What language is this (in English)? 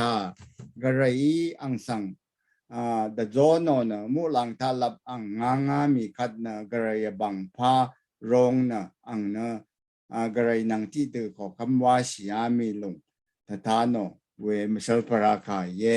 Rawang